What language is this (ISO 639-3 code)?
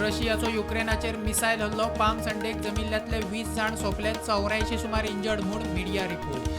kok